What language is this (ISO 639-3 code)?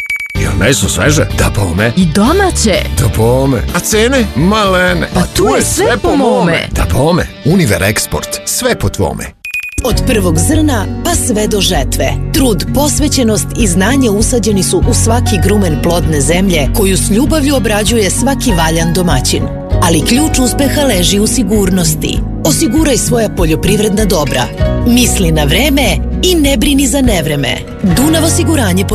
srp